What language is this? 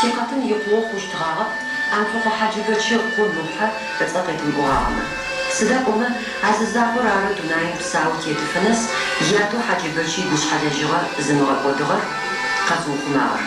Adyghe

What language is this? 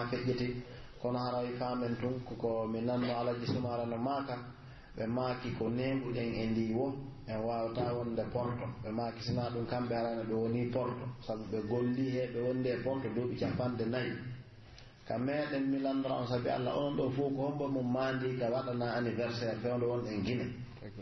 Pular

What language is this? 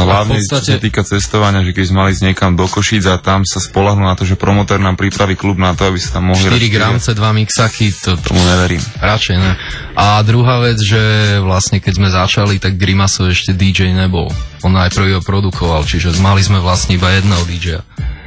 Slovak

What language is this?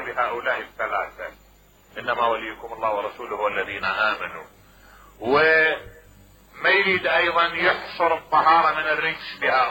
Mesopotamian Arabic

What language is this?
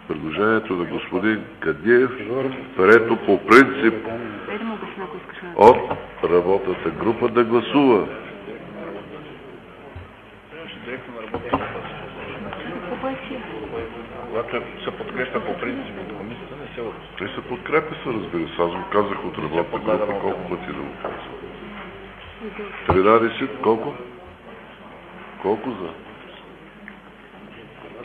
Bulgarian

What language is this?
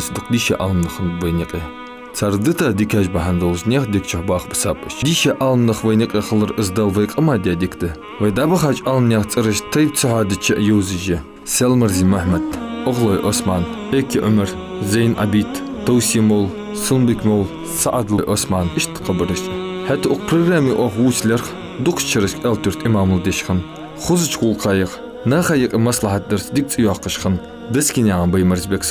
Ingush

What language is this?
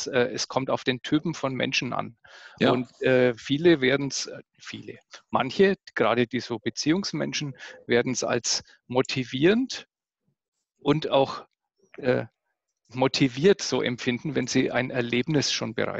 German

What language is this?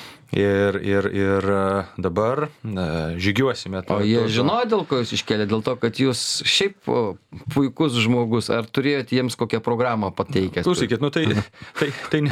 Lithuanian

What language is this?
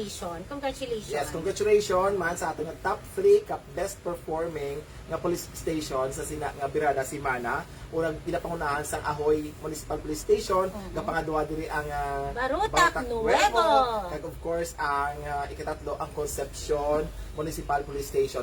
Hiligaynon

